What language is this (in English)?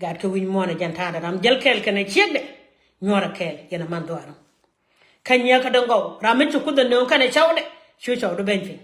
Nuer